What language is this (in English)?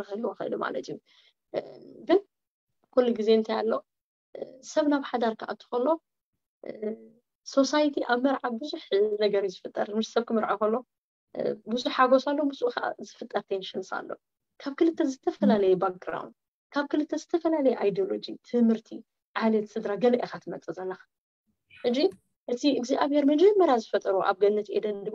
Tigrinya